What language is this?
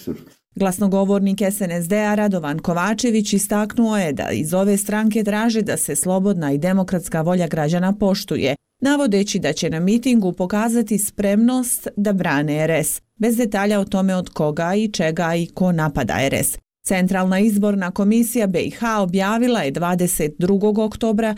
Bosnian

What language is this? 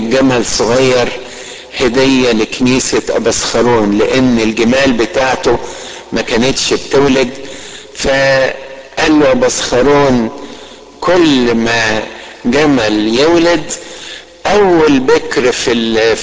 Egyptian Arabic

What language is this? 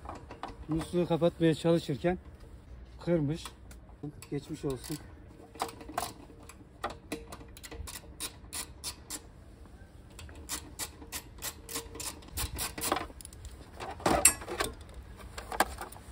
Turkish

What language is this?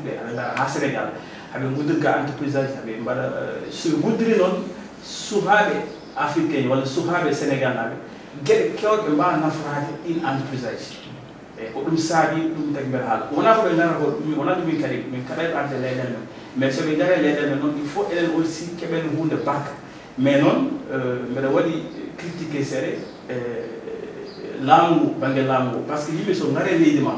Fula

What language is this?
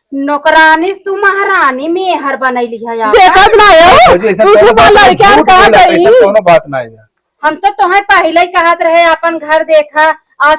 Awadhi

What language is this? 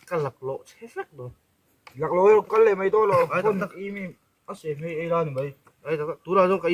Mizo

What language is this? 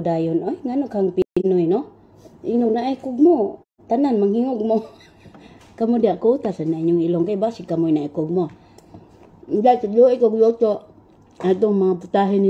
Cebuano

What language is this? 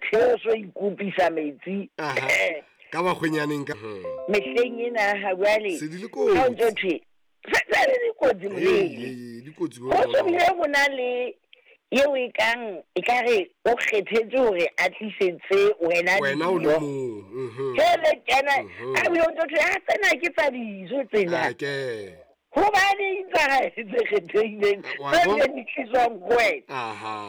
Southern Sotho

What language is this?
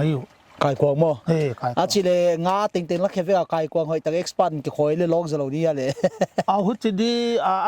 Paite Chin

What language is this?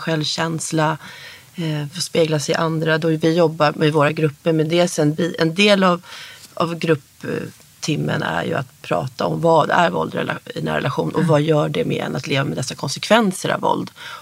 Swedish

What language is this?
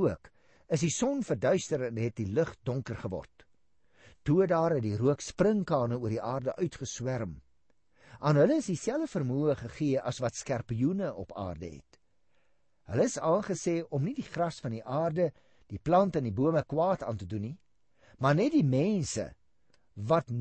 Afrikaans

